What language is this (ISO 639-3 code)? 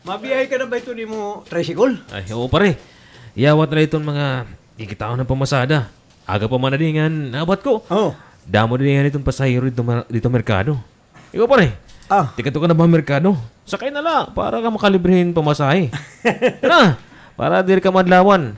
war